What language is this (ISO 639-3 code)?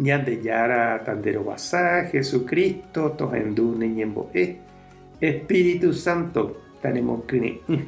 grn